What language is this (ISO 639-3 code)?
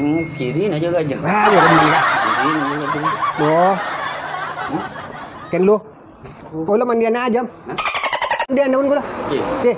mad